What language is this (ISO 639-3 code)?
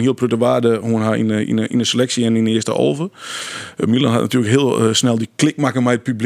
fry